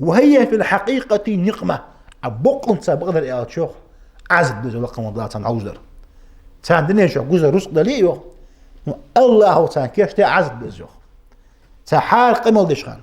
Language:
Ingush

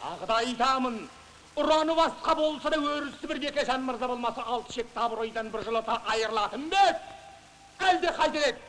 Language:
Kazakh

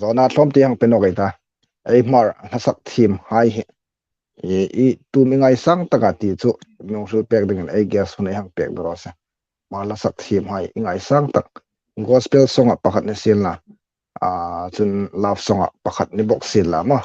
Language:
Hmar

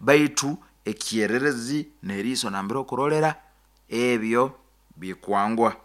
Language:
Nyoro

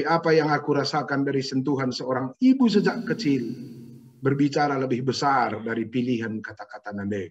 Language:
Batak Karo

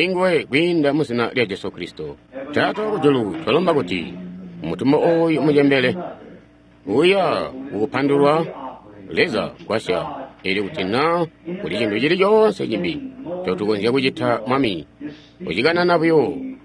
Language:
Tonga (Zambia)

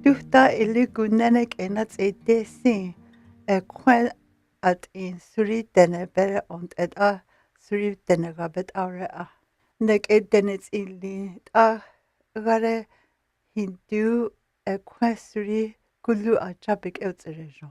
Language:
North Slavey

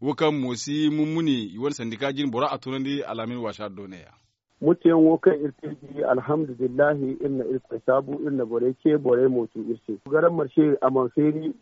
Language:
Zarma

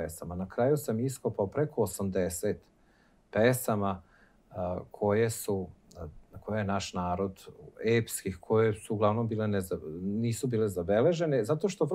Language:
Serbian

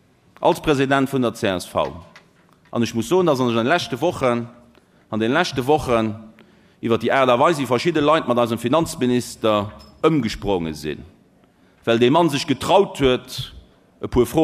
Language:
Luxembourgish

